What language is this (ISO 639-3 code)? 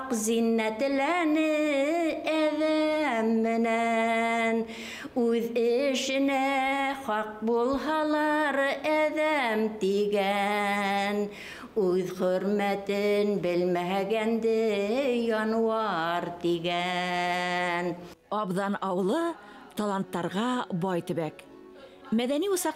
bak